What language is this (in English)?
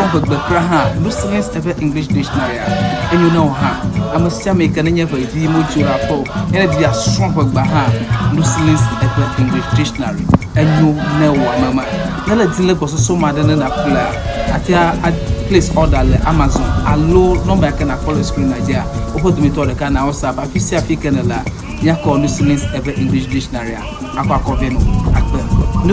Ewe